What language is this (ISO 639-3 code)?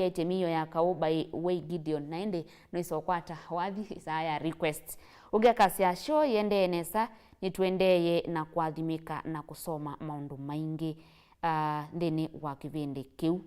kam